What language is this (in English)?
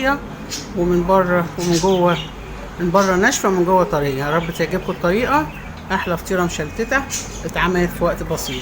Egyptian Arabic